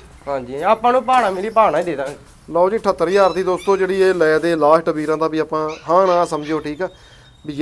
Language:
Punjabi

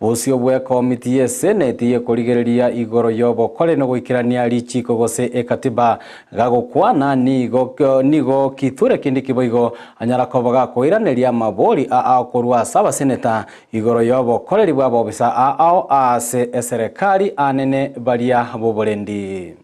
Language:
Gusii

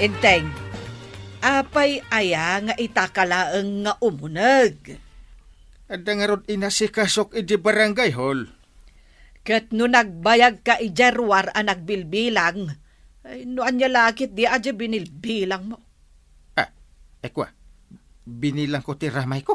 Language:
Iloko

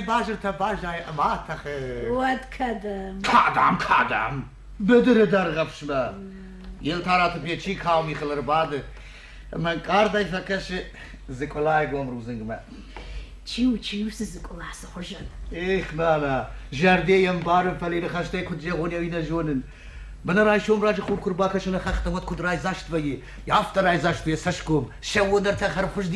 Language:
Ossetic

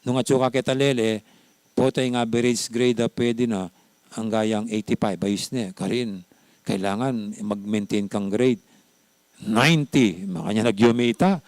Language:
Pampanga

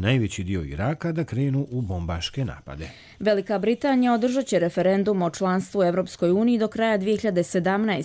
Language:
Croatian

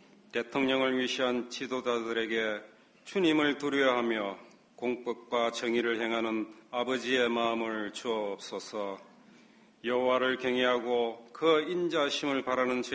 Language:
Korean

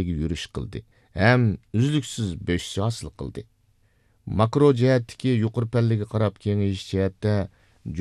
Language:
Uyghur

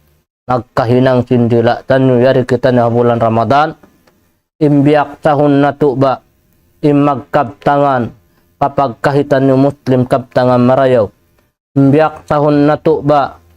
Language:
Tausug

